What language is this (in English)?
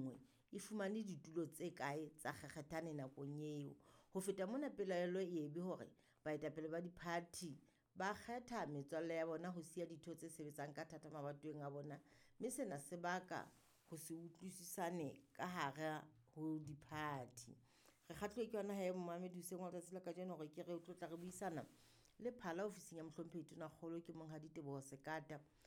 Southern Sotho